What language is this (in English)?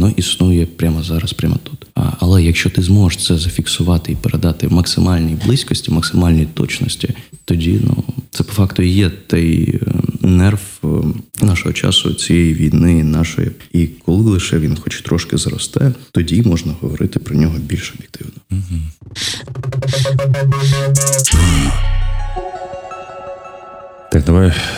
Ukrainian